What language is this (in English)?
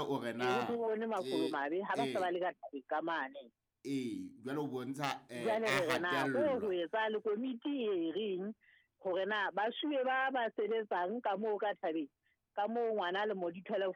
Southern Sotho